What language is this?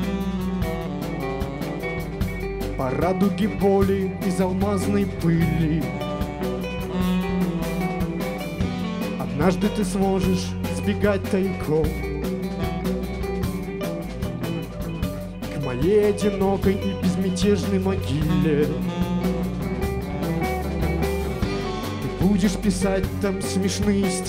Russian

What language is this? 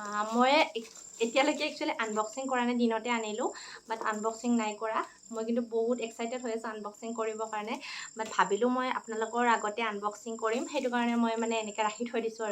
Assamese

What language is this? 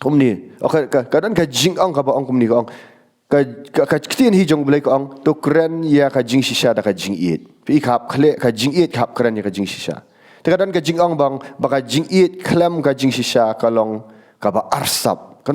Khasi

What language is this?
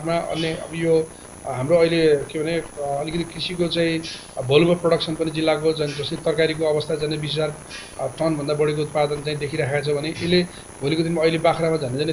Nepali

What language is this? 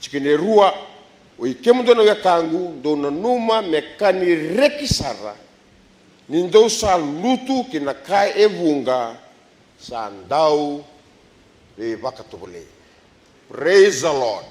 Fijian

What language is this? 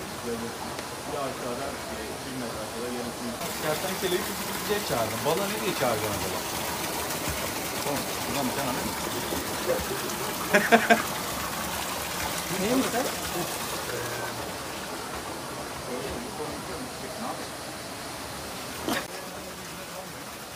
Turkish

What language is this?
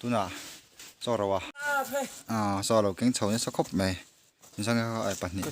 Mizo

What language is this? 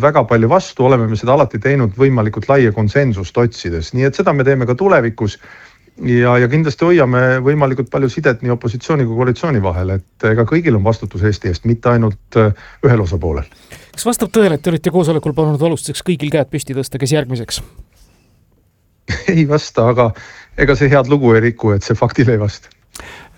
Estonian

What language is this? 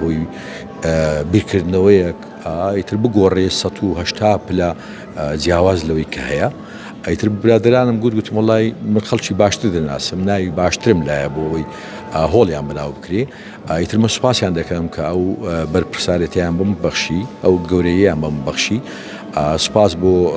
Central Kurdish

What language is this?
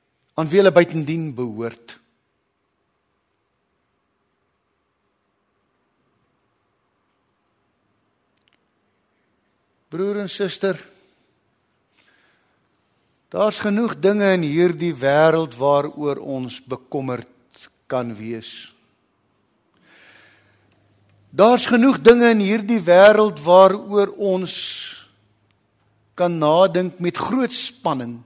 Afrikaans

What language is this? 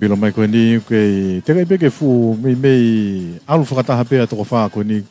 Tongan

